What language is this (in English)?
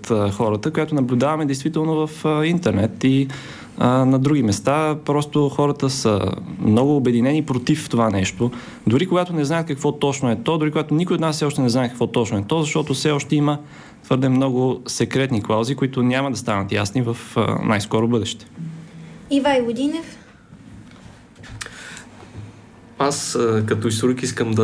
Bulgarian